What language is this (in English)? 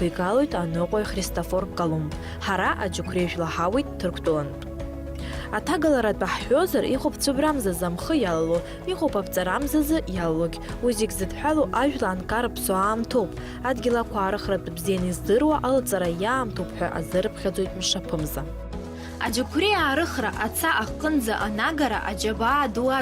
Abkhazian